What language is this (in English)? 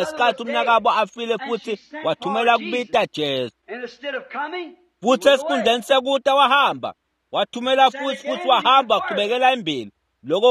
Swati